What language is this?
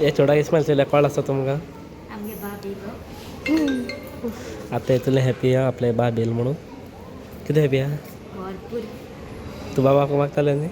Konkani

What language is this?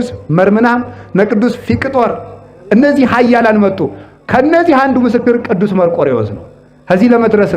Amharic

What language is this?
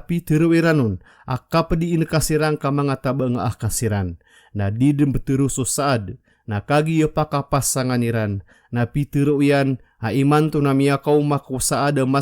Maranao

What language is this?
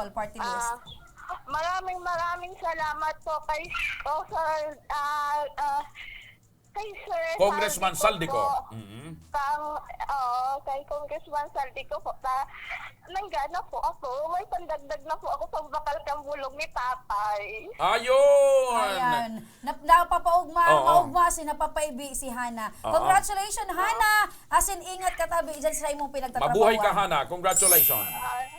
Bikol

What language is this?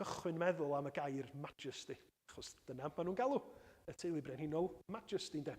Welsh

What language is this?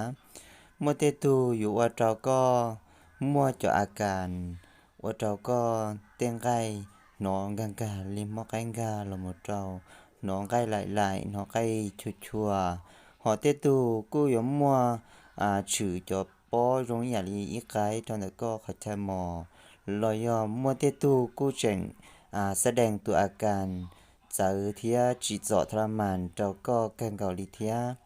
Hmong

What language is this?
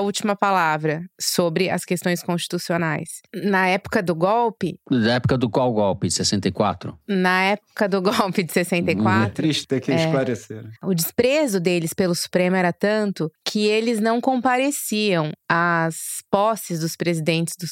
Portuguese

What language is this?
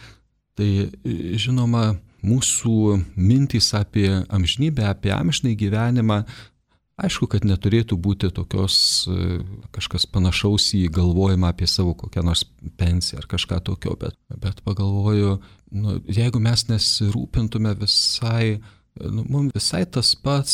Lithuanian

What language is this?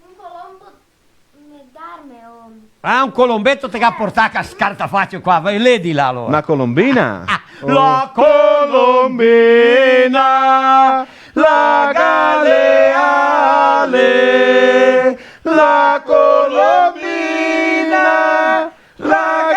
Venetian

